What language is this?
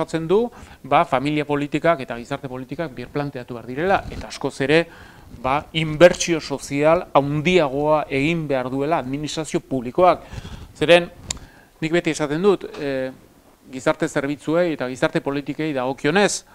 Basque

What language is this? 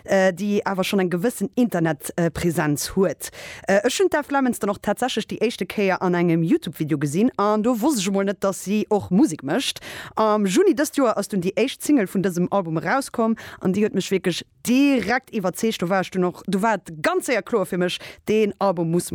Luxembourgish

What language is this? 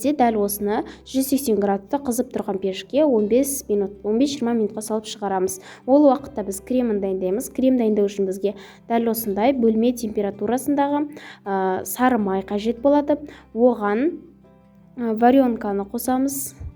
Kazakh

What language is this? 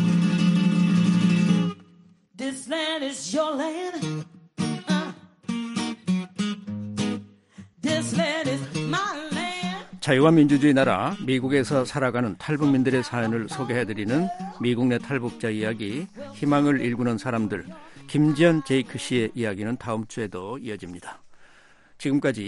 Korean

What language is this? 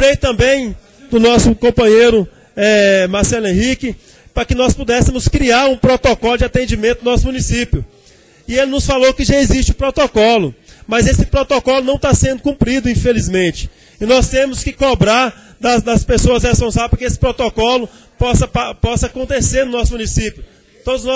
Portuguese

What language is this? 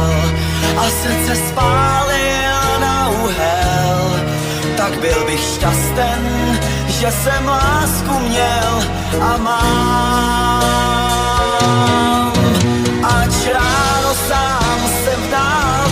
Czech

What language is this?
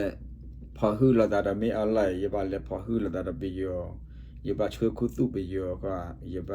S'gaw Karen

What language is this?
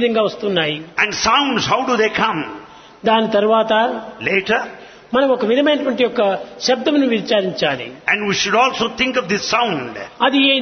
Telugu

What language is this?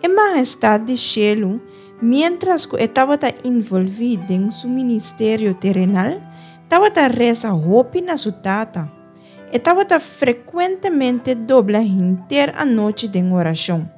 Papiamento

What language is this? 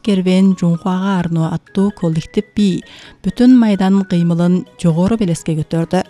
Kyrgyz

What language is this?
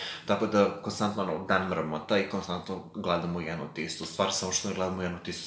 Serbian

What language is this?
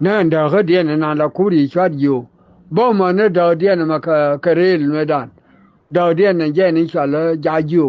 Nuer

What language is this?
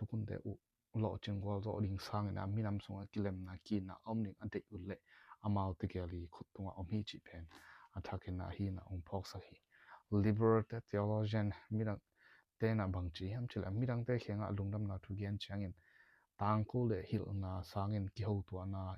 Tedim Chin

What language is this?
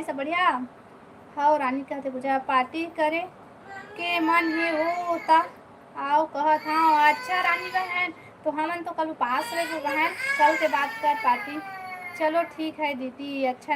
Chhattisgarhi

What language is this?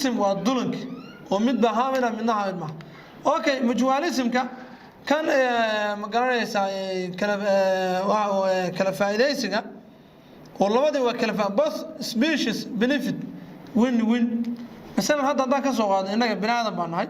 Somali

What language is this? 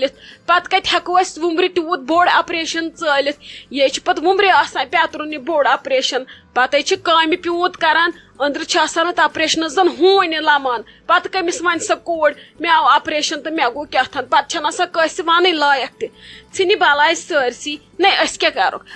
Kashmiri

